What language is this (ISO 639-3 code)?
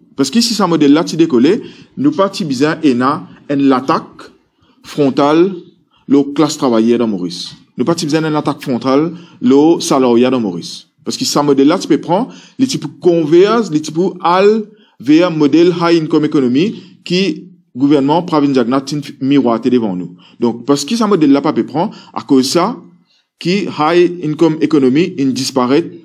mfe